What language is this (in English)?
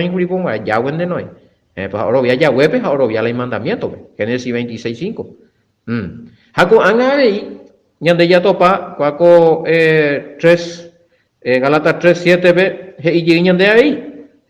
Guarani